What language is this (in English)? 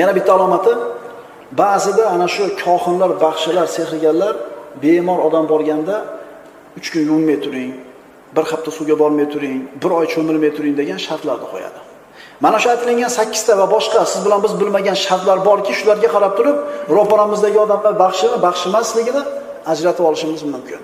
Uzbek